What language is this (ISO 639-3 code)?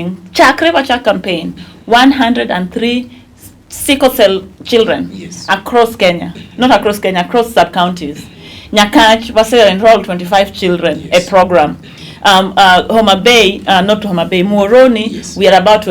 luo